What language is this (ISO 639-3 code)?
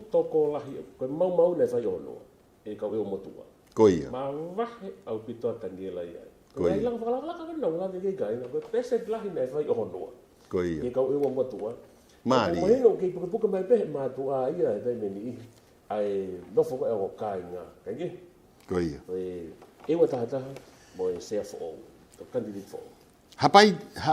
ton